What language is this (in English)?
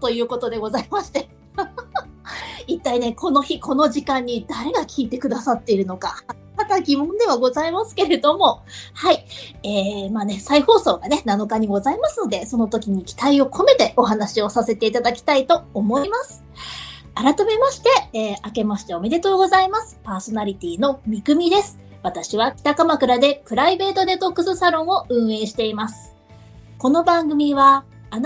Japanese